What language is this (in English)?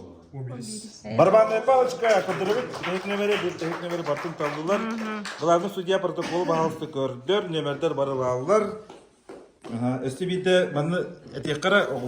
Yakut